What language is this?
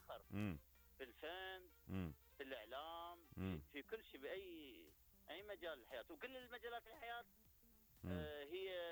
Mesopotamian Arabic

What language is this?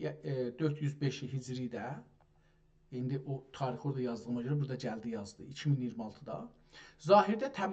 South Azerbaijani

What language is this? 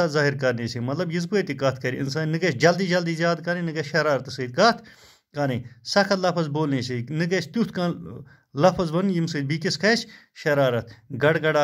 Kashmiri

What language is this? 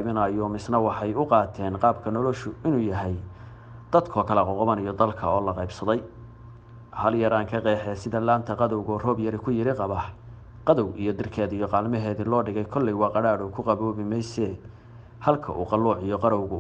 Somali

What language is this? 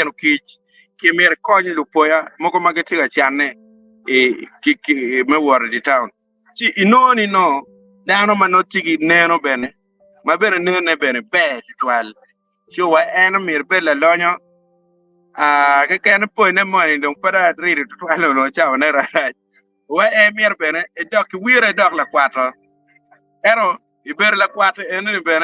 Acoli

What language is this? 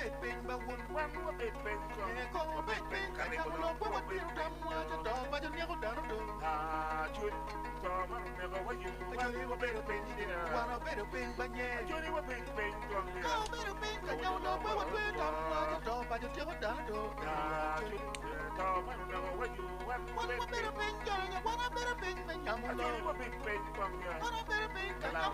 Acoli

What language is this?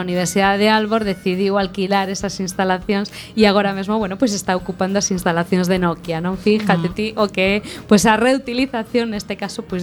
Galician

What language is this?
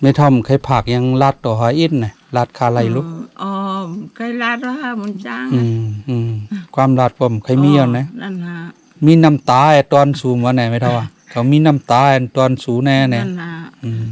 Shan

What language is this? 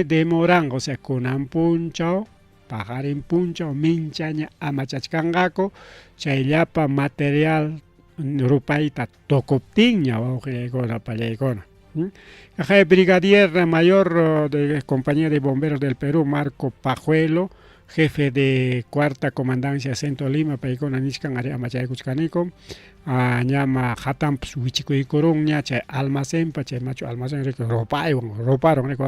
Ayacucho Quechua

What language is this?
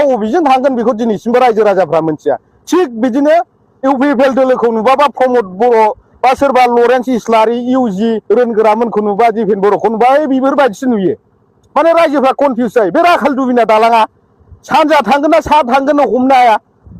Bodo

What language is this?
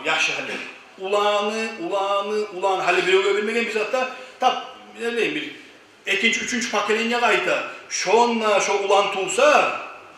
Kumyk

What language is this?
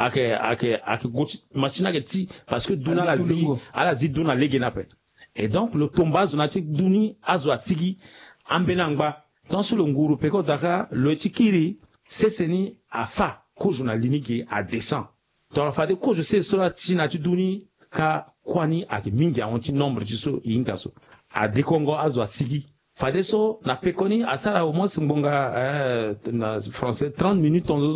Sango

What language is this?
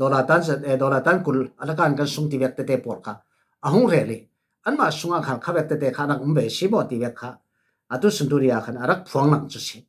Falam Chin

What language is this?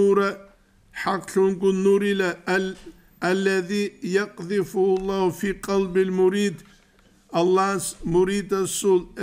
Avaric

